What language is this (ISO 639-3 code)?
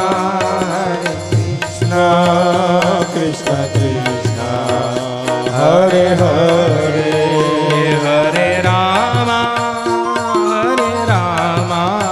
guj